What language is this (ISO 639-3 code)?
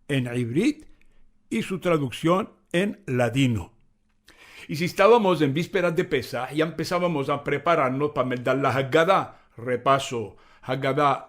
lad